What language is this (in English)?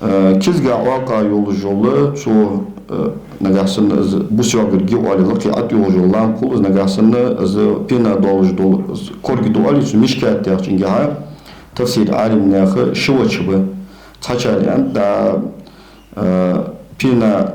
Ingush